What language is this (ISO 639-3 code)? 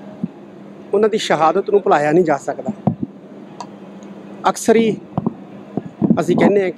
pan